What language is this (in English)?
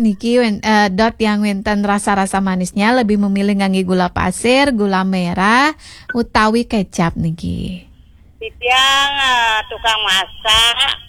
Balinese